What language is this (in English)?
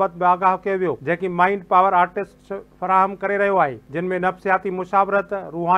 Sindhi